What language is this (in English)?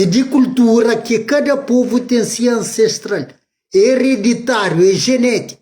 Kabuverdianu